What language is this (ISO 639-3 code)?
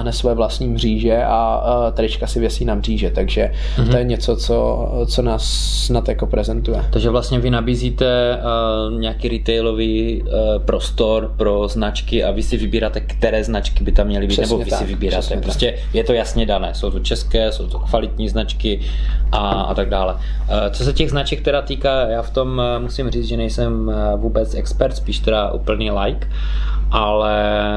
ces